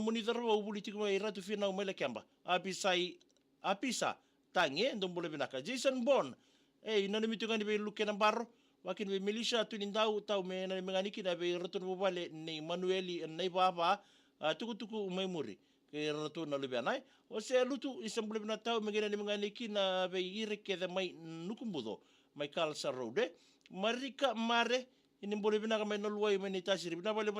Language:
Fijian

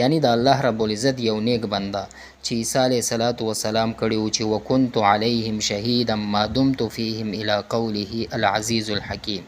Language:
Pashto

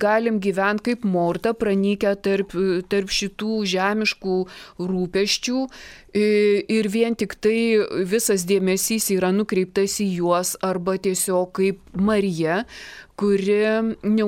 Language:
Lithuanian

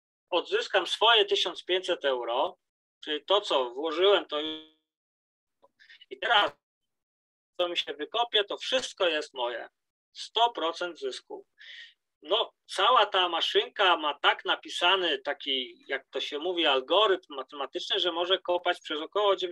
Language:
Polish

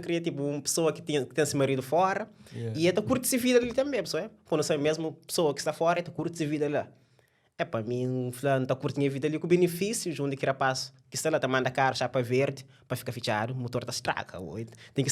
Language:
Kabuverdianu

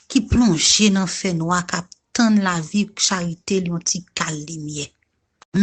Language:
Haitian Creole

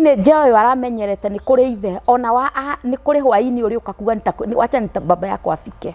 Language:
Kikuyu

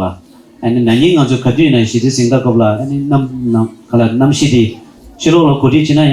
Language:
Tibetan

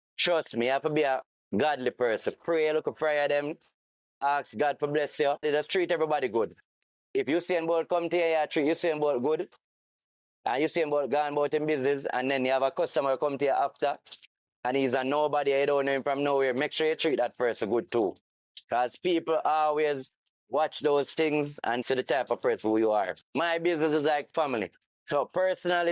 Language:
Jamaican Creole English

